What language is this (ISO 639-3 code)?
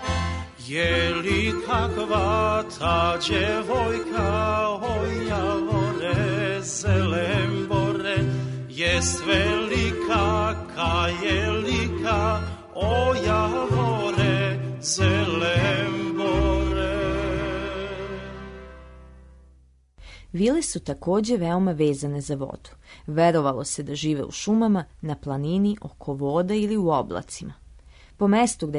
srp